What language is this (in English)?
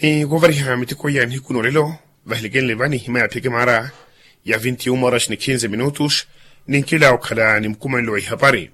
Makhuwa